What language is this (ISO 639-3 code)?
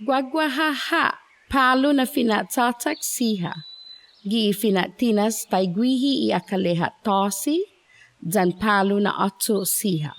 cha